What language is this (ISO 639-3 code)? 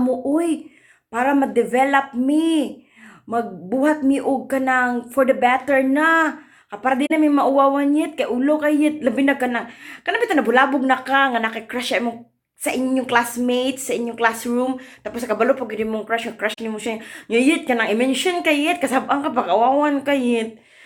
ceb